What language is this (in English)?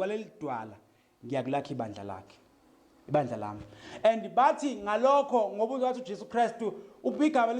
Zulu